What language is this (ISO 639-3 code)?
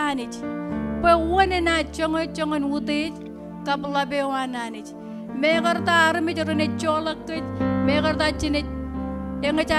mah